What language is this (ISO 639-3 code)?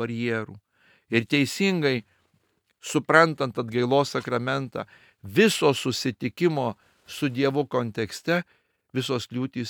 lit